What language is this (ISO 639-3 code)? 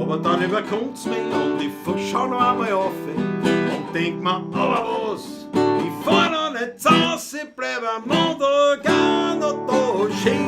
bar